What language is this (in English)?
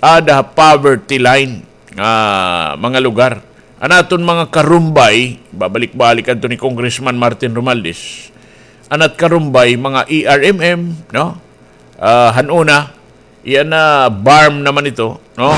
Waray